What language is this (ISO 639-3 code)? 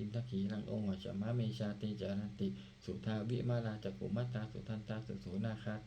pli